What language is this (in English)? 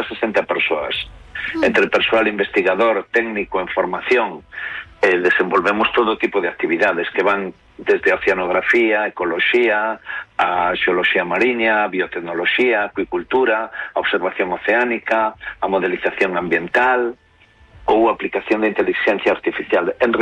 Galician